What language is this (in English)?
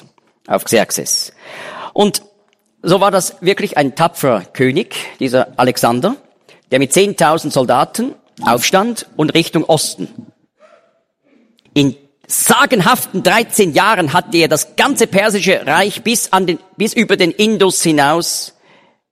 German